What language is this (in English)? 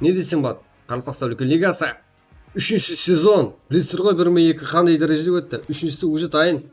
Kara-Kalpak